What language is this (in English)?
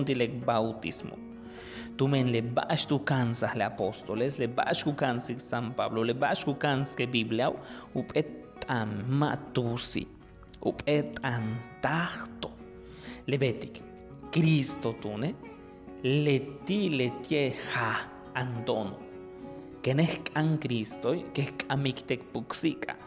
Yucateco